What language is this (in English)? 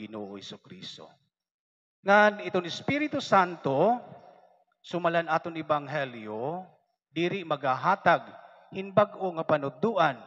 Waray